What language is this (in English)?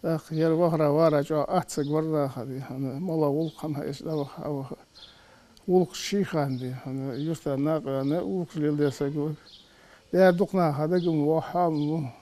Ingush